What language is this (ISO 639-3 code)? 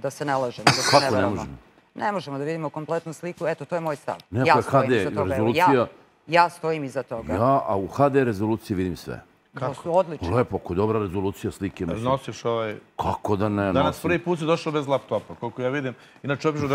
srp